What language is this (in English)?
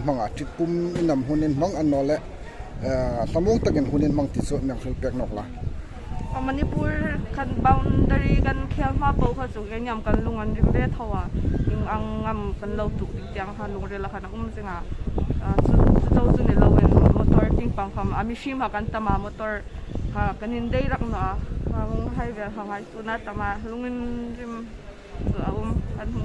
Hmar